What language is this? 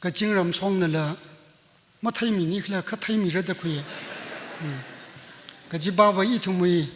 Tangkhul Naga (India)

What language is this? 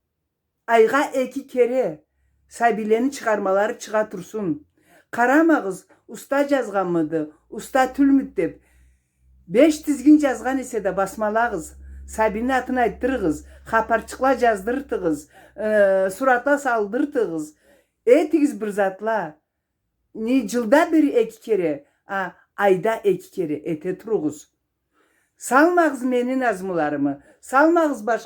Karachay-Balkar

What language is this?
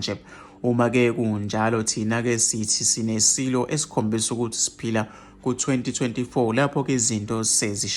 Zulu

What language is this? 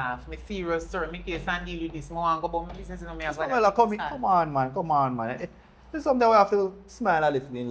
Jamaican Creole English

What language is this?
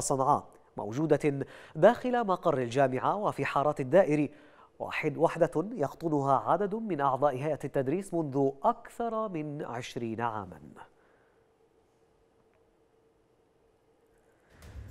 Arabic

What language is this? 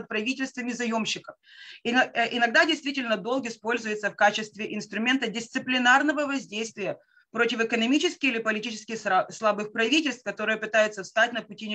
Russian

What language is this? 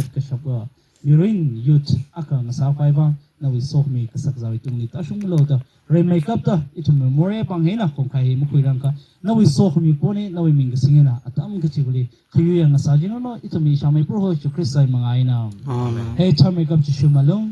Tangkhul Naga (India)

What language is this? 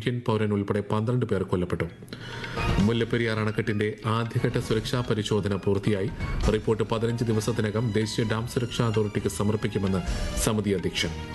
Malayalam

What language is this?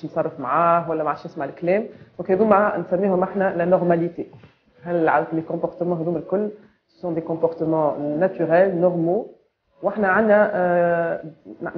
Tunisian Arabic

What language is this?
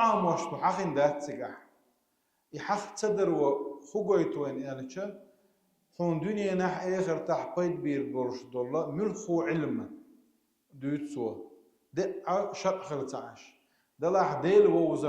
Chechen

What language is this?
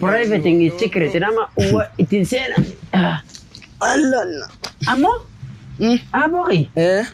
Oromo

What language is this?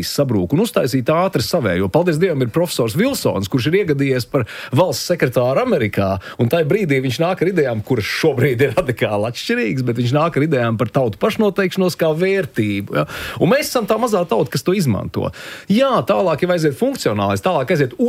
Latvian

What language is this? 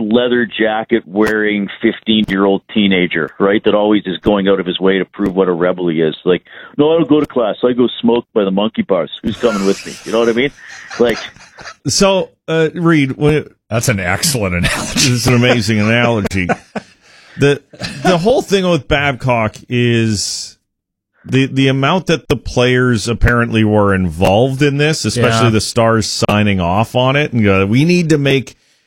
English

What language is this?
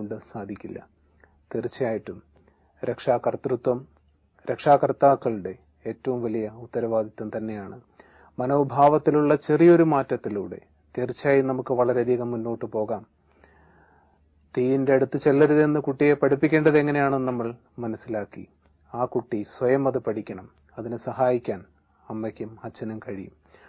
Malayalam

